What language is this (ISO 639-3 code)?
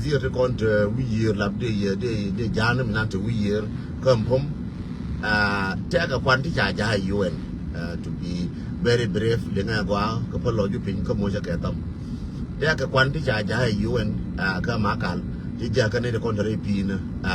nus